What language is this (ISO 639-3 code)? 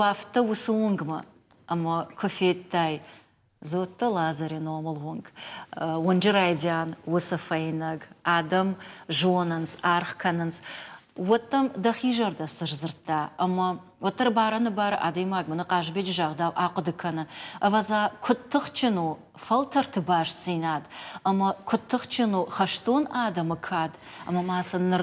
oss